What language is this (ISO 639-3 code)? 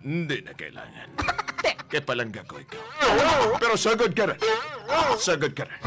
hil